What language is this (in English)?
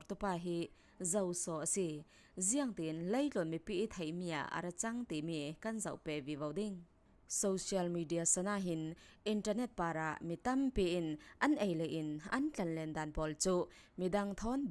Falam Chin